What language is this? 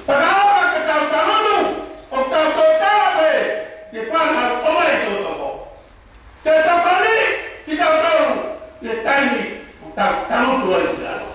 Tongan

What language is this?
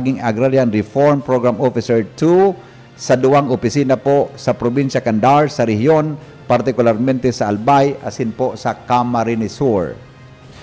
Bikol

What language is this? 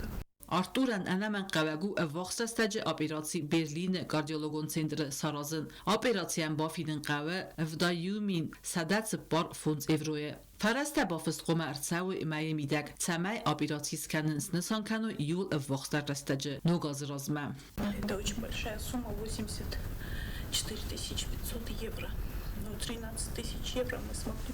Ossetic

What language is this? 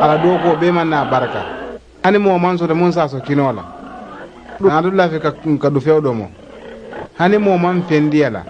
Mandingo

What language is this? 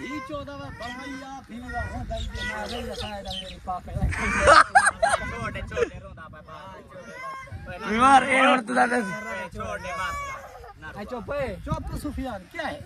Saraiki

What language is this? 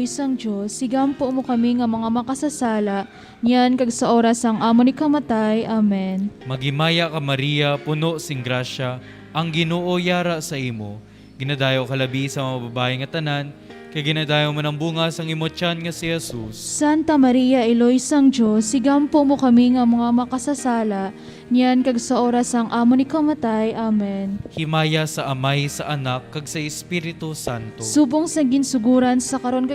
Hiligaynon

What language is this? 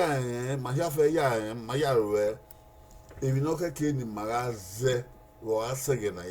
Bini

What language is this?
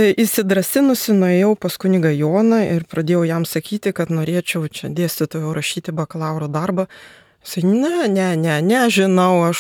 Lithuanian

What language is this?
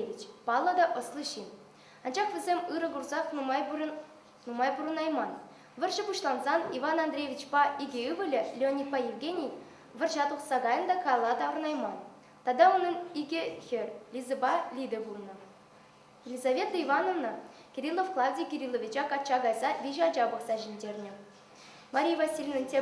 Chuvash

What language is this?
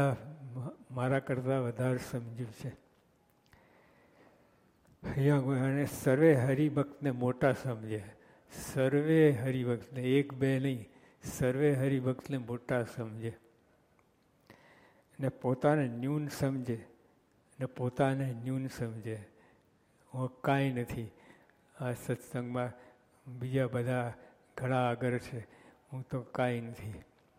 Gujarati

